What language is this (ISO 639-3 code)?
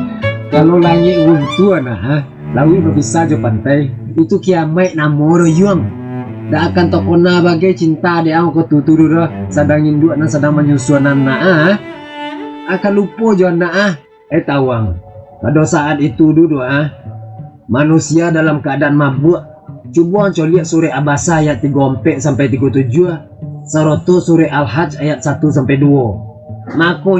min